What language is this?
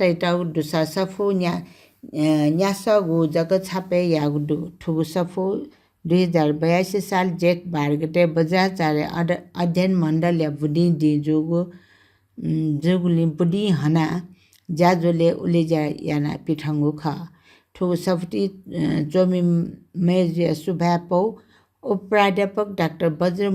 Newari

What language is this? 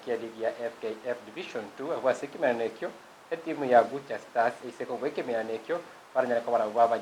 Gusii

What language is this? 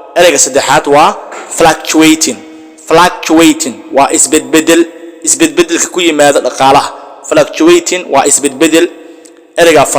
Somali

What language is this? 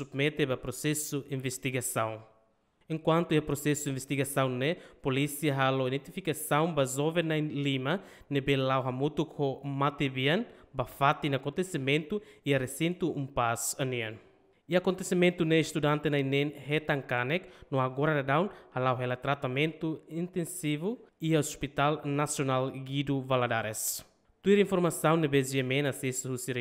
Tetum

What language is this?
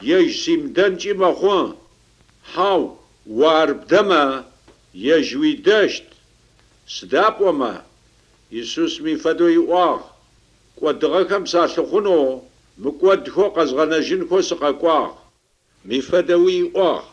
Adyghe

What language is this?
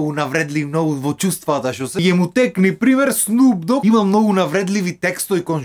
Macedonian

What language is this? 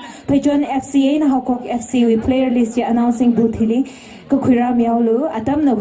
Tangkhul Naga (India)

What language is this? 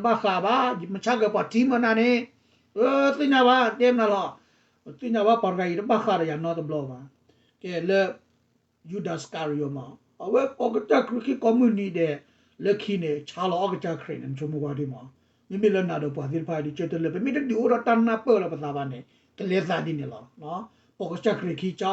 S'gaw Karen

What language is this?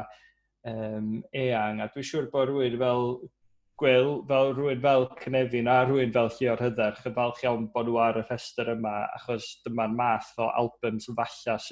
Welsh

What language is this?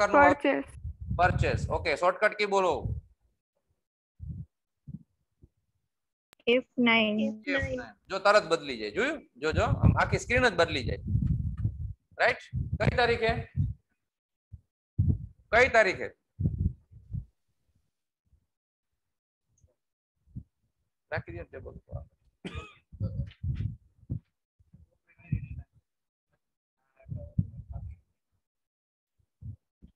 Gujarati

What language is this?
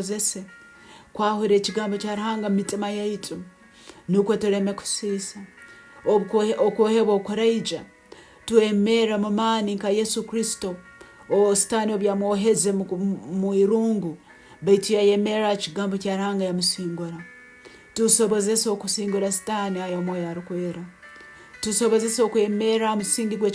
Nyoro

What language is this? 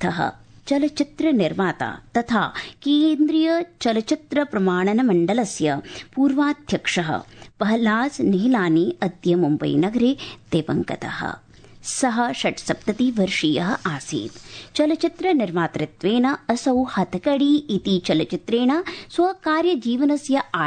Sanskrit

